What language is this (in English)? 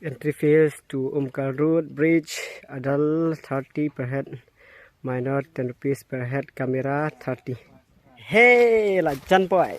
Khasi